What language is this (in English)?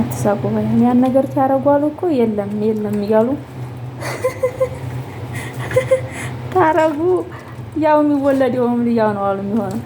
Amharic